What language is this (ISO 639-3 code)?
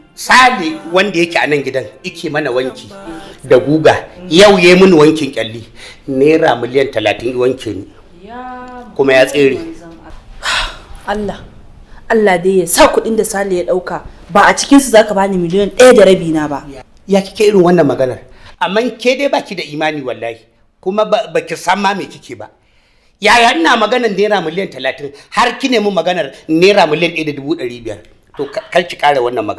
hau